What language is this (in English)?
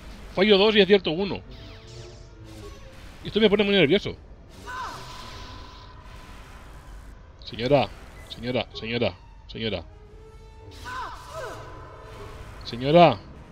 Spanish